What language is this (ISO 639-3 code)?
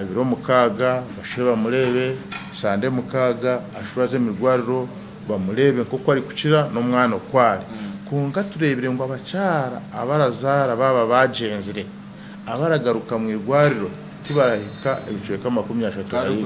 nyn